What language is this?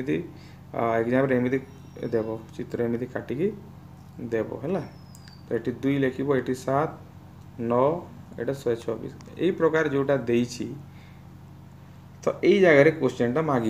Odia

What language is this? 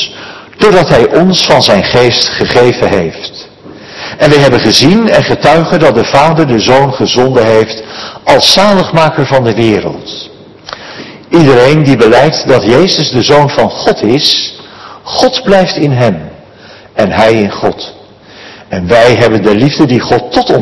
Dutch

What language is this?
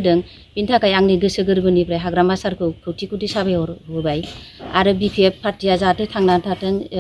Bodo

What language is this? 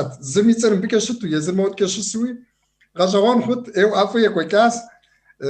Kabardian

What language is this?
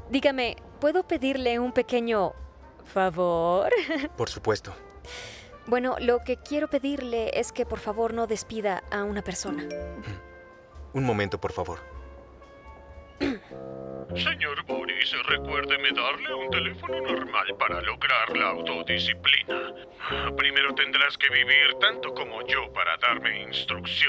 Spanish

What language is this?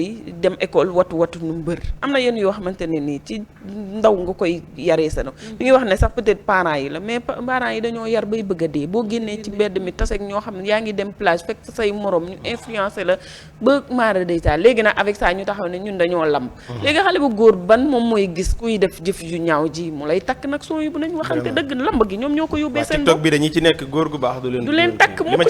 Wolof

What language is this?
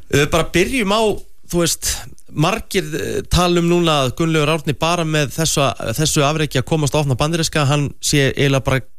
Icelandic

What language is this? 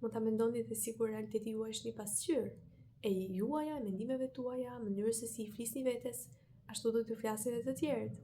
Albanian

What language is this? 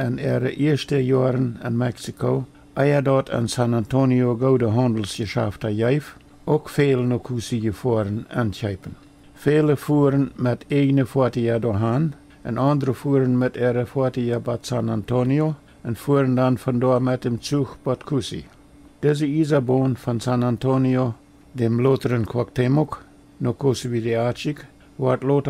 Plautdietsch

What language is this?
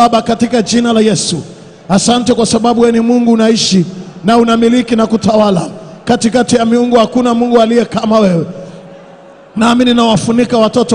Swahili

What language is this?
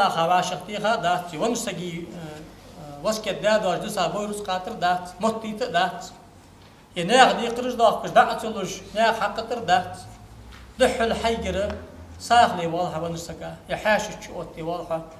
Ingush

